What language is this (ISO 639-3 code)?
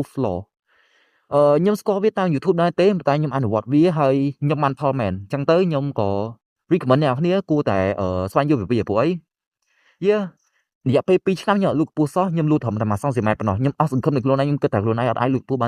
khm